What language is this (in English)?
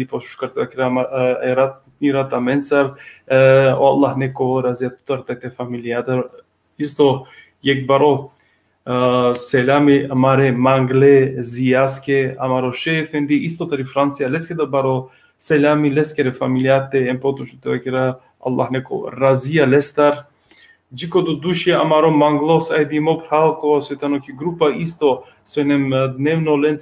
Balkan Romani